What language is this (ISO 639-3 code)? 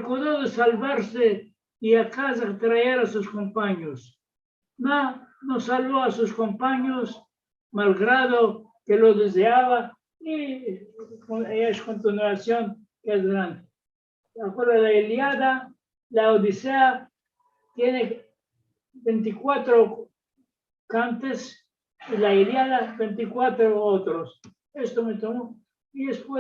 lad